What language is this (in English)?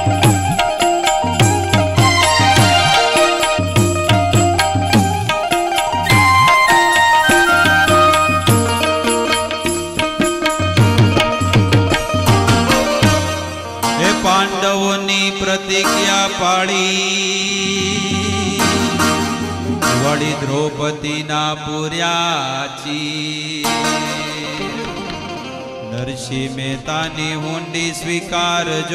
Gujarati